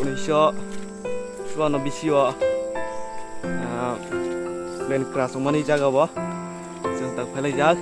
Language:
Kok Borok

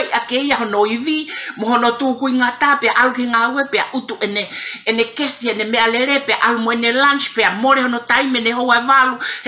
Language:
Tongan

